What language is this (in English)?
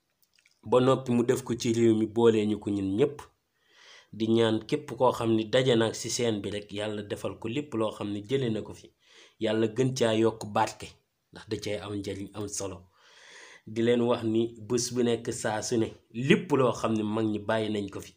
Wolof